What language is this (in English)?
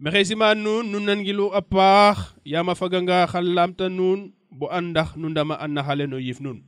Serer